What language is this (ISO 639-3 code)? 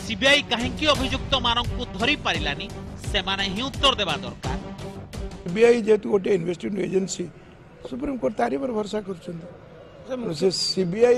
ori